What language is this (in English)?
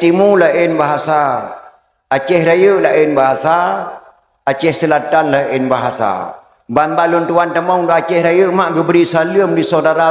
Achinese